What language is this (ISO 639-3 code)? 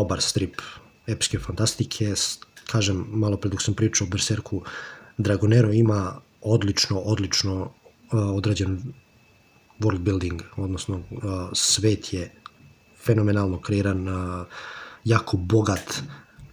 srp